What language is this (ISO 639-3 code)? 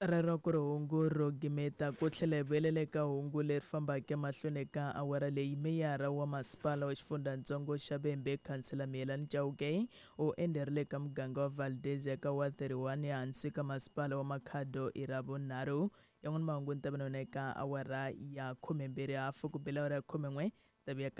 tso